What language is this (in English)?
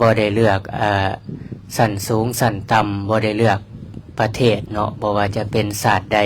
Lao